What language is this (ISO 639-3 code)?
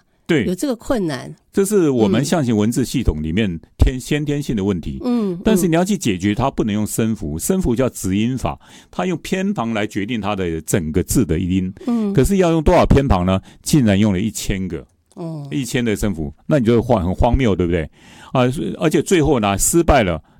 zho